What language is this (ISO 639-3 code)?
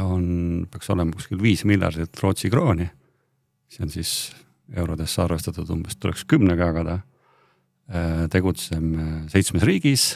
est